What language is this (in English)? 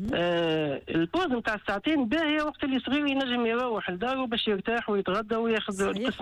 Tunisian Arabic